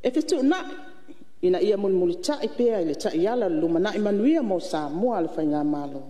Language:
Samoan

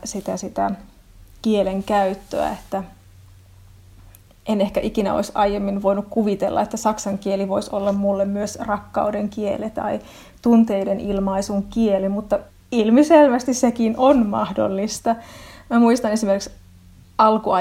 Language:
Finnish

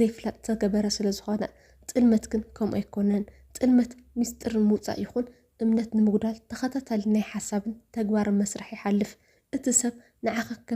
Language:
Tigrinya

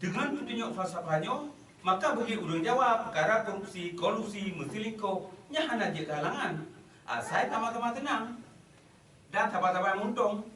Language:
Achinese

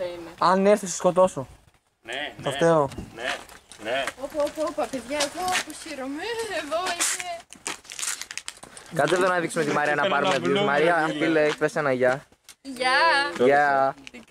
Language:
Greek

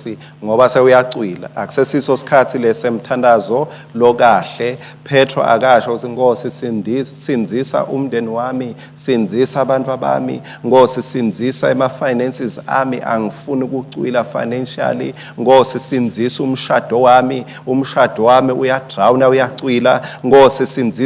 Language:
Swati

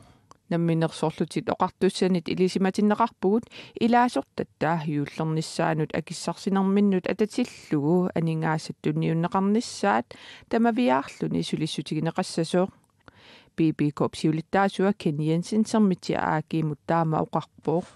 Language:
Kalaallisut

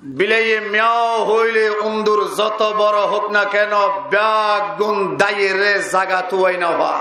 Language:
Rohingya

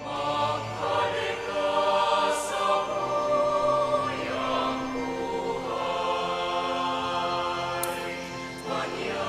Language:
Bikol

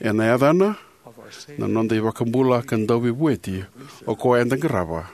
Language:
Fijian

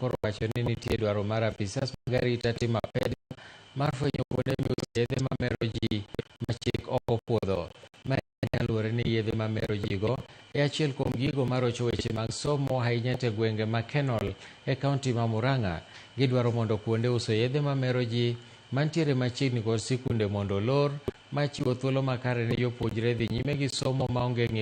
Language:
Luo (Kenya and Tanzania)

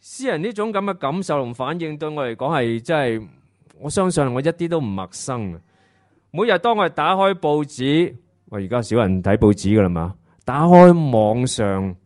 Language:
Cantonese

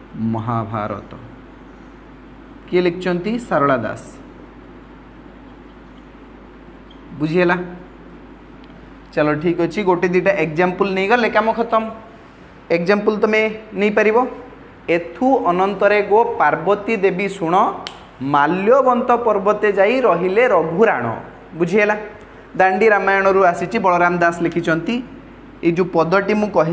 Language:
Odia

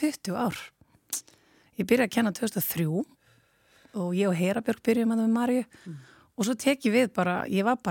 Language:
Icelandic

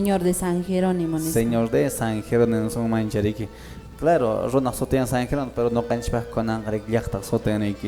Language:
Quechua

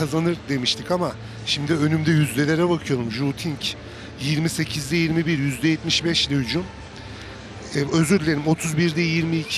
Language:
Turkish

